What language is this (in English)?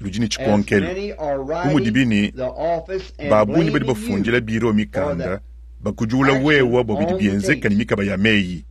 Luba-Lulua